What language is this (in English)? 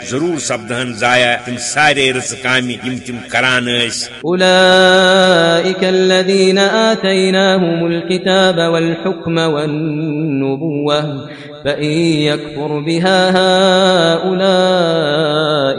Kashmiri